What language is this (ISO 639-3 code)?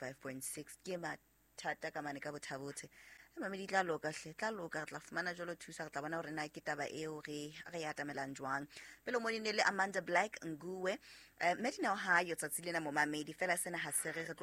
sot